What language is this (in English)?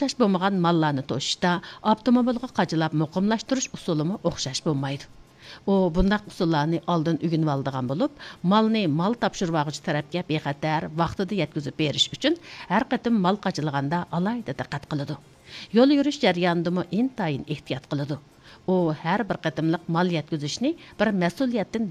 Uyghur